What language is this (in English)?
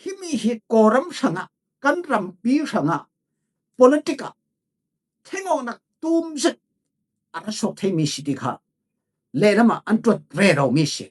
Falam Chin